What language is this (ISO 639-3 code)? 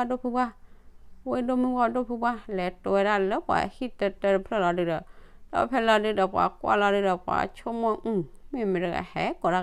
ksw